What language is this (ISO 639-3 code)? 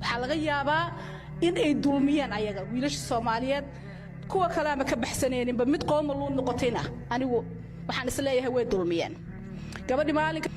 som